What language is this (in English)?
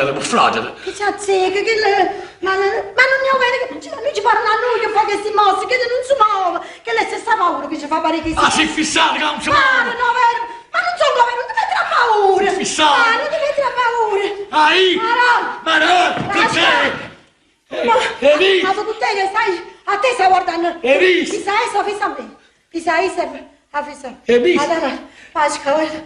Neapolitan